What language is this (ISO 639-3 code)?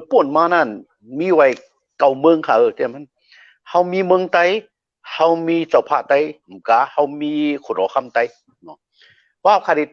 shn